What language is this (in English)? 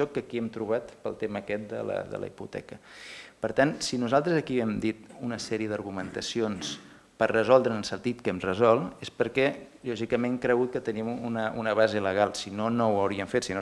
Catalan